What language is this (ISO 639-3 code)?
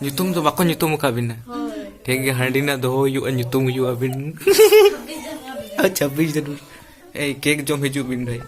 sat